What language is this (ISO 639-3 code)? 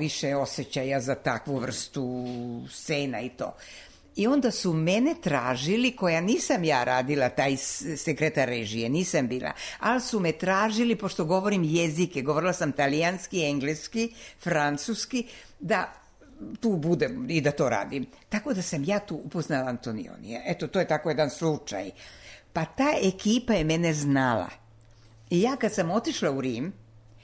srp